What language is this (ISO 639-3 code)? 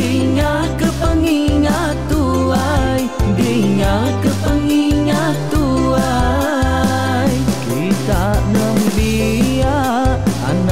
iba